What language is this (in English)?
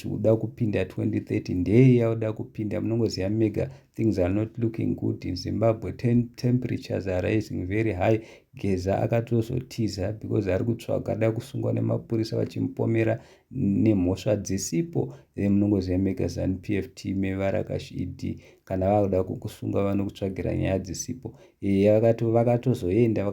Shona